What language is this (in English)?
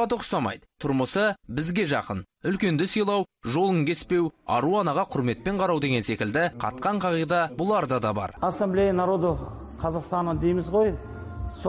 Kazakh